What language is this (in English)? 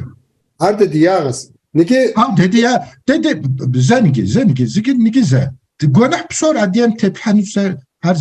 Kabardian